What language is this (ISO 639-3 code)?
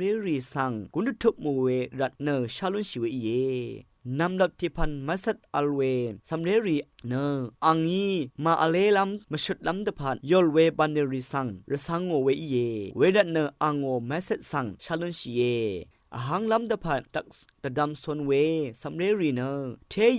raw